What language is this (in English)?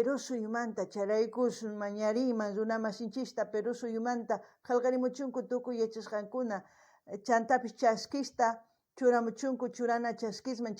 South Bolivian Quechua